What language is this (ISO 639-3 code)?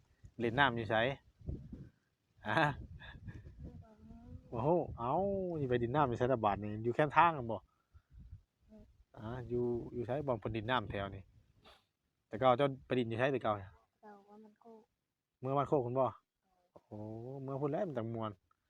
tts